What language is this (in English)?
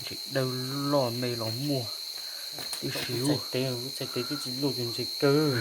Hmong